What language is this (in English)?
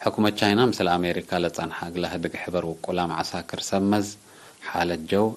Tigre